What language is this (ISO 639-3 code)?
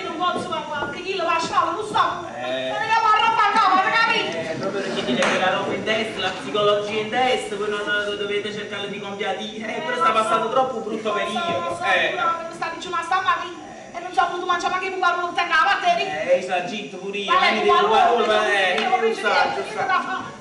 nap